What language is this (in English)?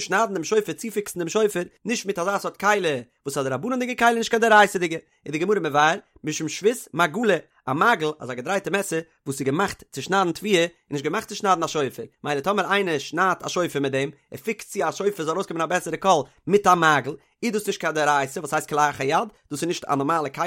Yiddish